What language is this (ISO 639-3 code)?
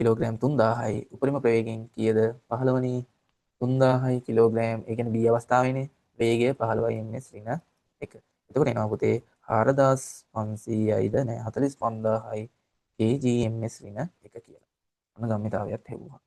sin